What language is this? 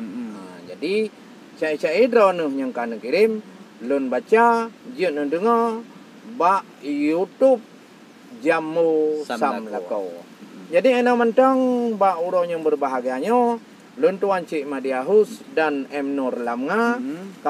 Achinese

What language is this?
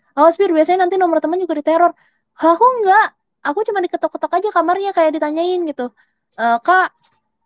Indonesian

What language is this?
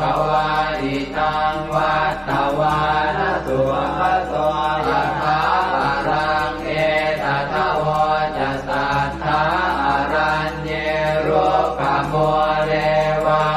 Pali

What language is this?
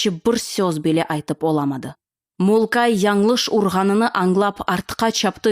Crimean Tatar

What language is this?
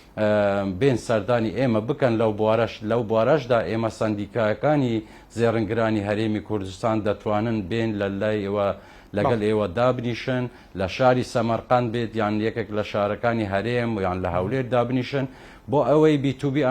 Central Kurdish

